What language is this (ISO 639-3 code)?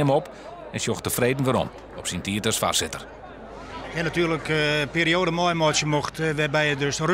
fry